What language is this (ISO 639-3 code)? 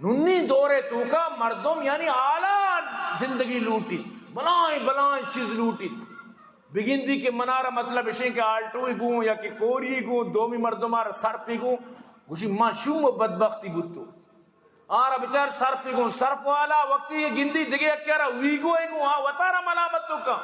bgp